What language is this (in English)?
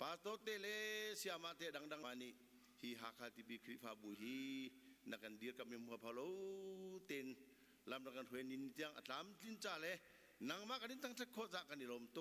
Hakha Chin